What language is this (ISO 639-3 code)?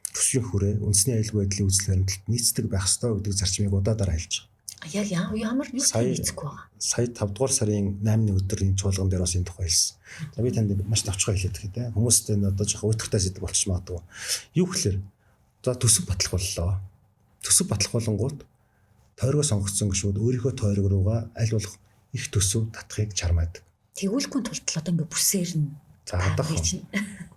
mon